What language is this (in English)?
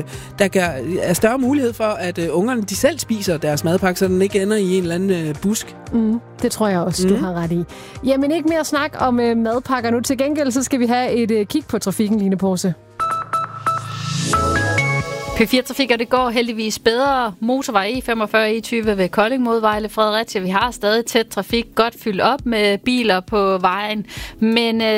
Danish